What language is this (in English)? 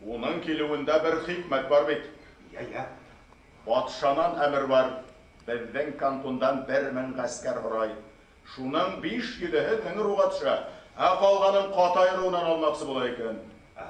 Bashkir